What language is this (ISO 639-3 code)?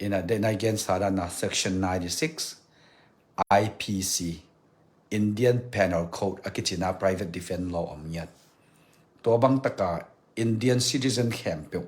ctd